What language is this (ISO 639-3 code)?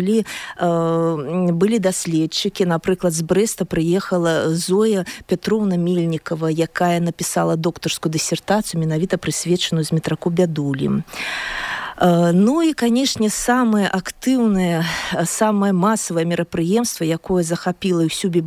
bel